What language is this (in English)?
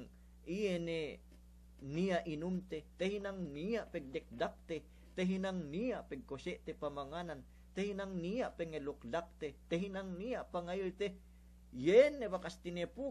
Yakan